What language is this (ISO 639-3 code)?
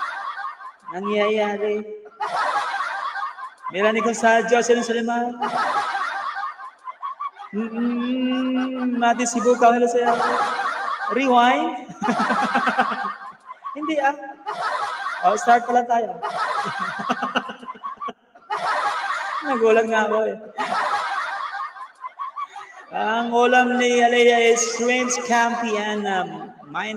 fil